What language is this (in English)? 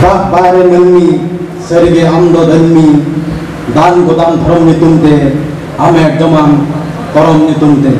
Santali